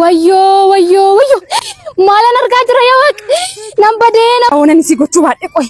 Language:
Oromo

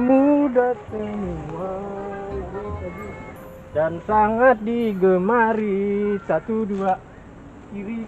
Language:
Betawi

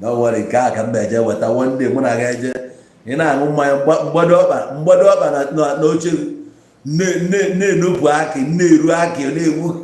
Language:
Igbo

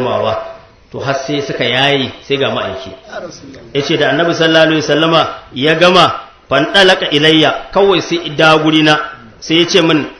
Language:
Hausa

